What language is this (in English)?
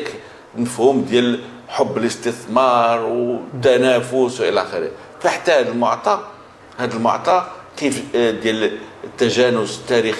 Moroccan Arabic